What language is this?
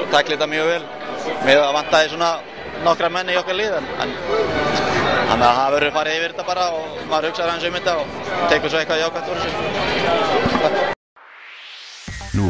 Icelandic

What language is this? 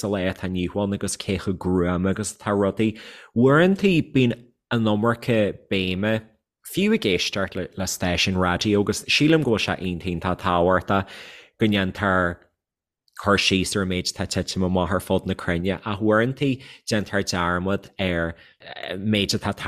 Irish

